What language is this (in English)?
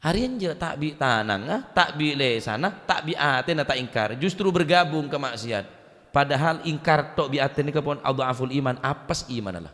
Madurese